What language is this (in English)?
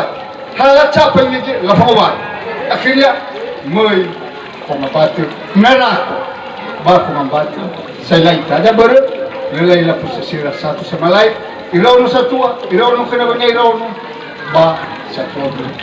Nias